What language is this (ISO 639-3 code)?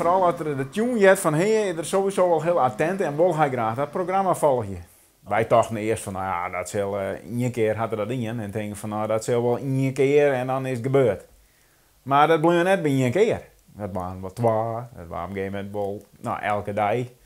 fry